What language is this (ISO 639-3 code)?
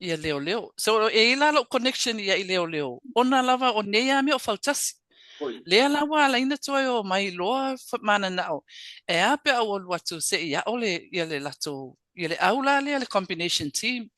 smo